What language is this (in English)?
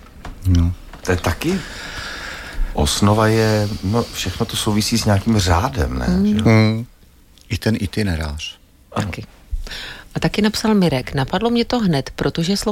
Czech